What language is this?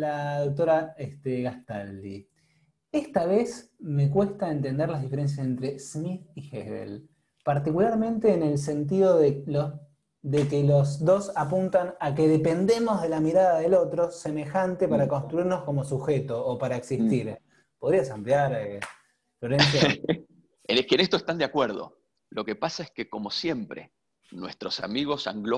Spanish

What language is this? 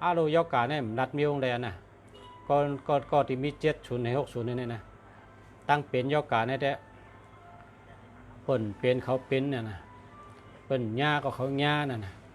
Shan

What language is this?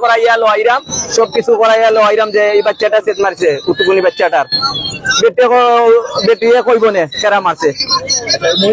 Sylheti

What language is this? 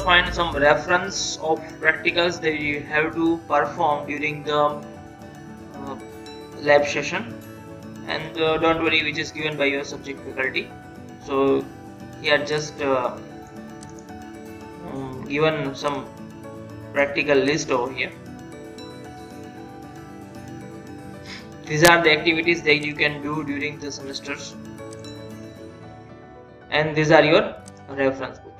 English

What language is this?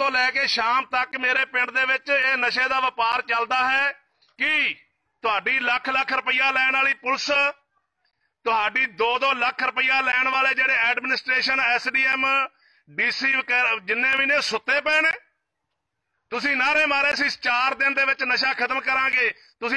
Punjabi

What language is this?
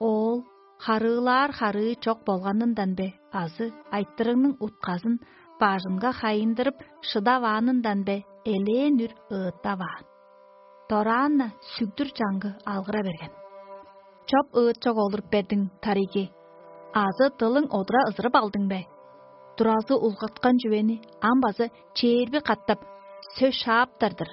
Tuvinian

